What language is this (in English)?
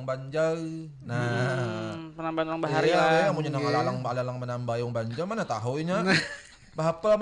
Banjar